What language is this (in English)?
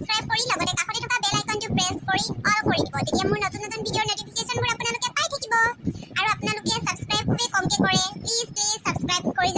Assamese